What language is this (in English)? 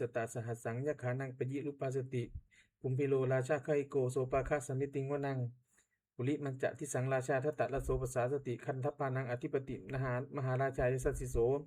Pali